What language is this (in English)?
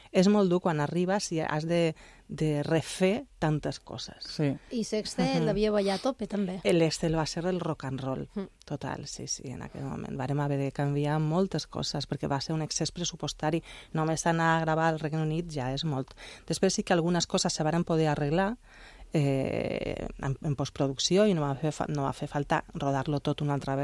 Catalan